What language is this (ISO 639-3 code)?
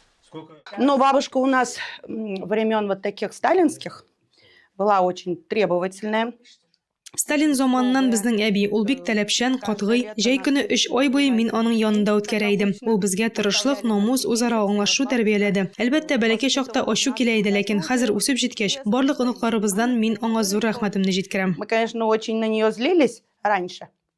tat